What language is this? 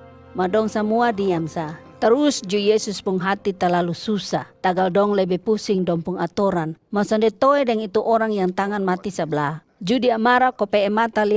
Kupang Malay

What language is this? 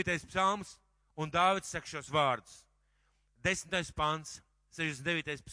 Latvian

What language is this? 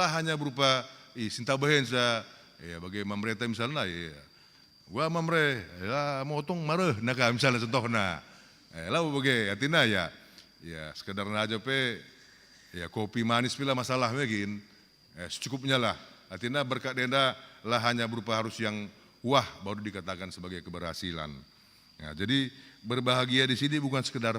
Batak Karo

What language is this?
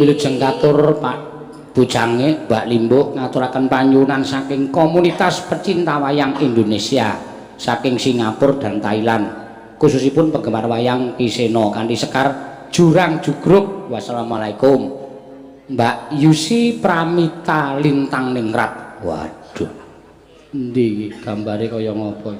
Javanese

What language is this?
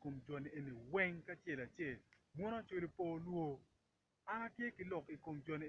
Acoli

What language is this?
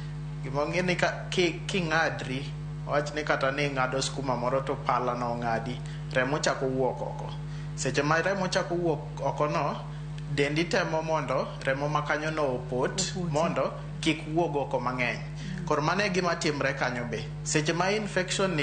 Luo (Kenya and Tanzania)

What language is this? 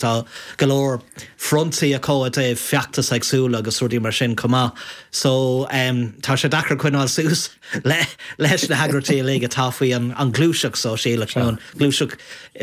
Irish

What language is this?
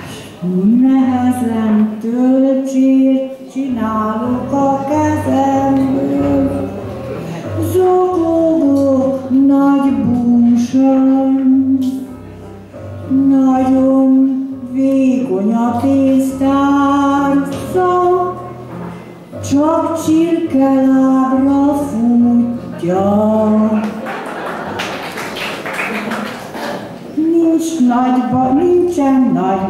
Hungarian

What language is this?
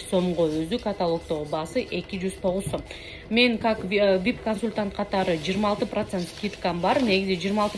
Kyrgyz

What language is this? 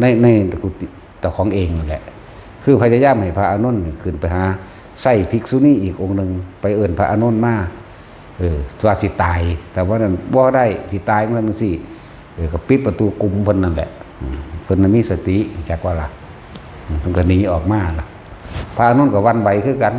Northeastern Thai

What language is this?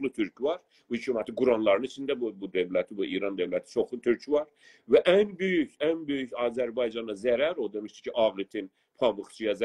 South Azerbaijani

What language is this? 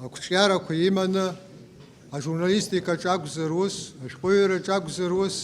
Abkhazian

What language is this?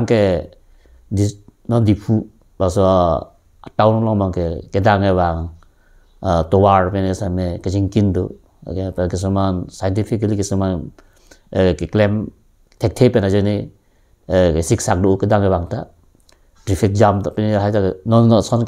Karbi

